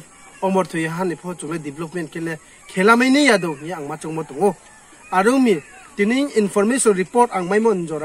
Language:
Riang (India)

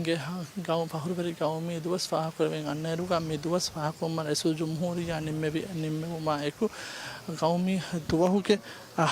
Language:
Divehi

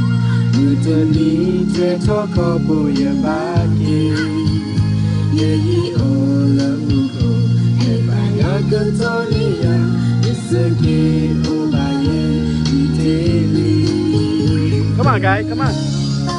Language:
S'gaw Karen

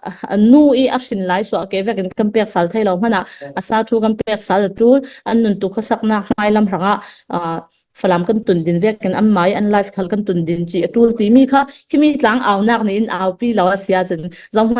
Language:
Falam Chin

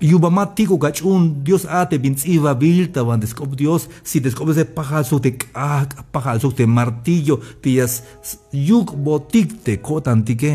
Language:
Tzeltal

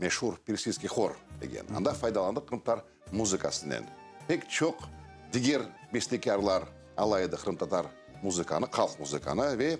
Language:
Crimean Tatar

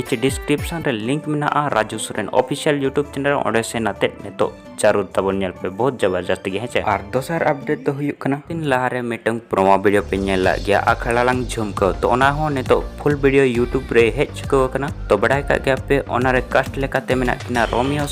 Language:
Santali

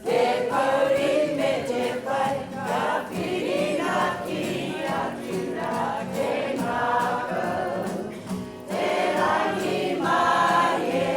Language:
Māori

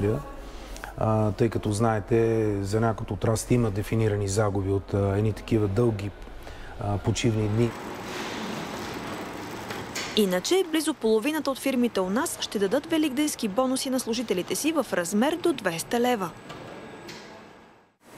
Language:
Bulgarian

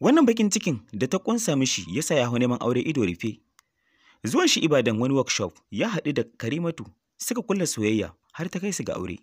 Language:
Hausa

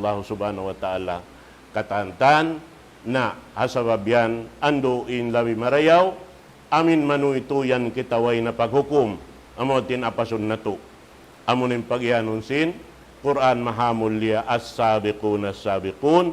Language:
Tausug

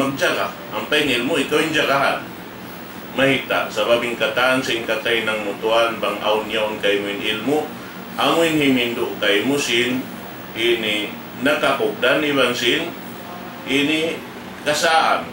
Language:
Tausug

